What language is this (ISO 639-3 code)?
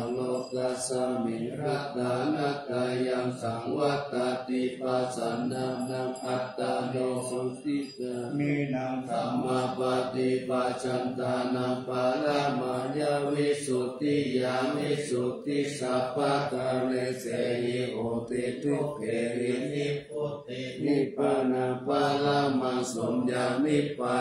pli